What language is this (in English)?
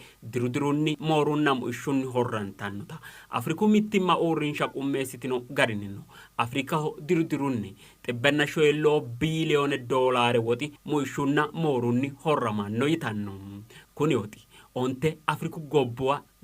Sidamo